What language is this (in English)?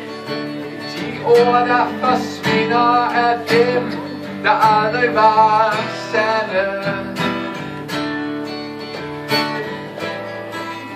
Danish